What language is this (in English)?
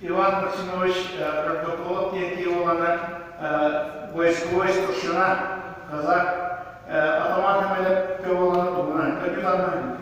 Yakut